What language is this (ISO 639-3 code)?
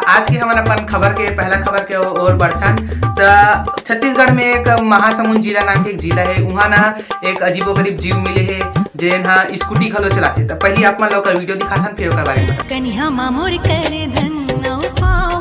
hne